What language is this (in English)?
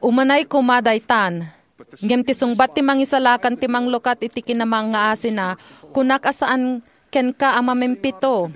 Iloko